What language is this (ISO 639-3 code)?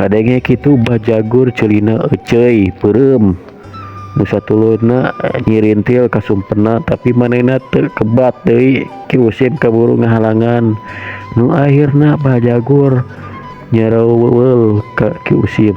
sun